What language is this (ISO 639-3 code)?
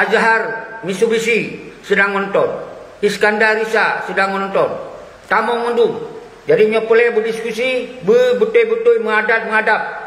ace